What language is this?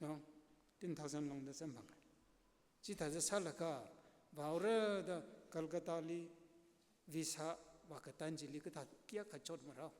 Tangkhul Naga (India)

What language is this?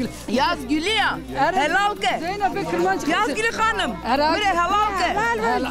Zaza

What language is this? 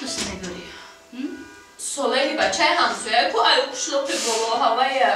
Tajik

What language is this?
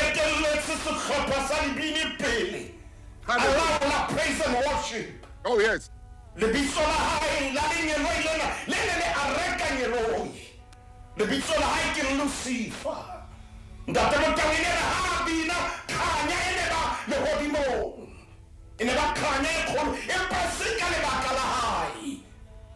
Southern Sotho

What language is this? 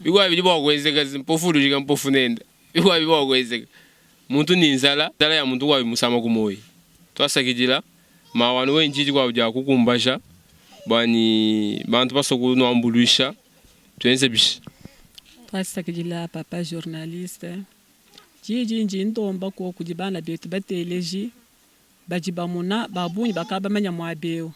Luba-Lulua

